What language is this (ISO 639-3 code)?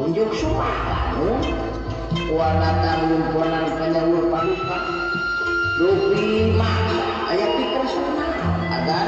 sun